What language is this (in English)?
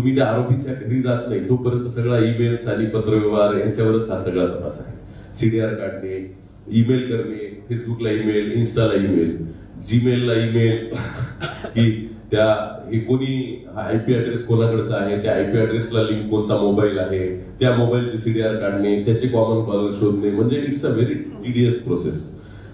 Marathi